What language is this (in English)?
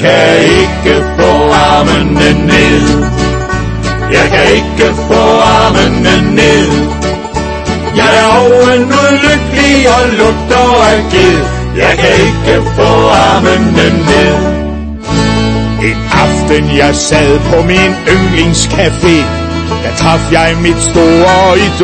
Danish